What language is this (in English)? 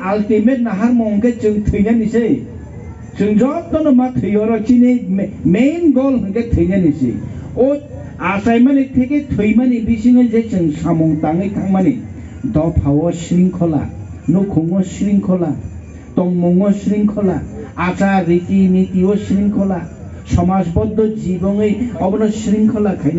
Kok Borok